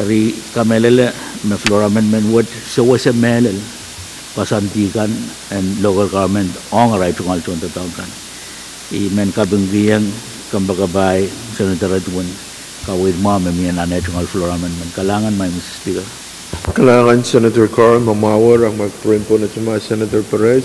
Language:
Pohnpeian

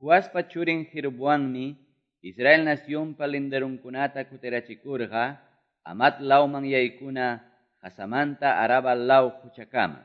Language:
Quechua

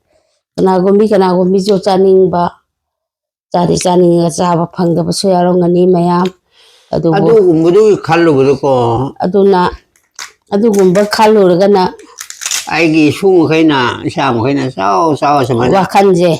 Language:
Manipuri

